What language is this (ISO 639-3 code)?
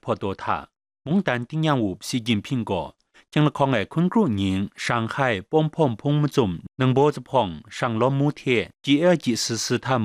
kac